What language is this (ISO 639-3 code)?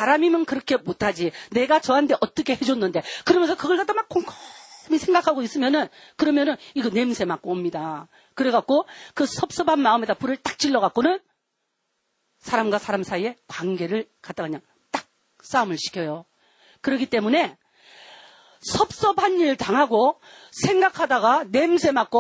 kor